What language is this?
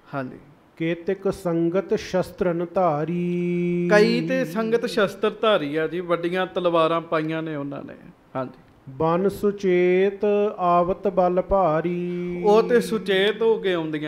Punjabi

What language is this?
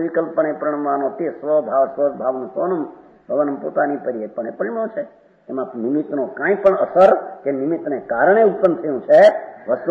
Gujarati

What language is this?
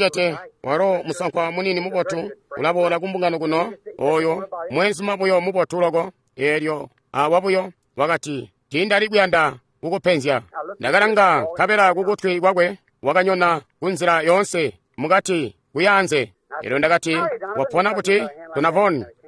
Tonga (Zambia)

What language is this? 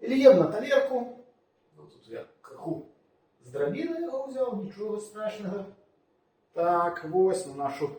Belarusian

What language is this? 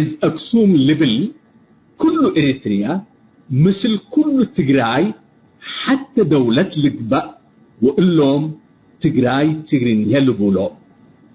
Tigre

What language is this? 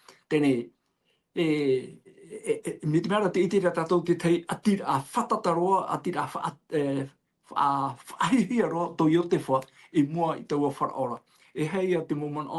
Tahitian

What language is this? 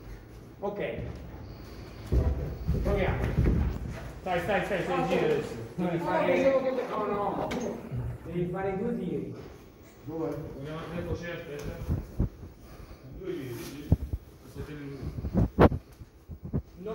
Italian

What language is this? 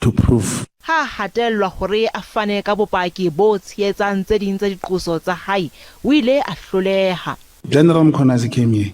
Southern Sotho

